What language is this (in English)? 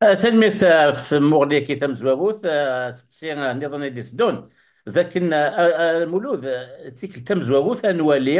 Kabyle